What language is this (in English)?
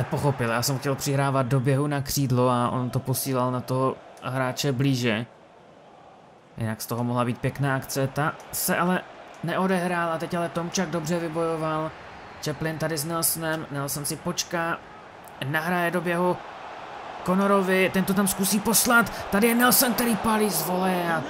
Czech